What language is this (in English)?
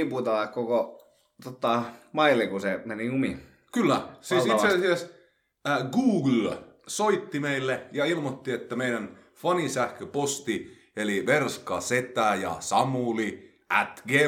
Finnish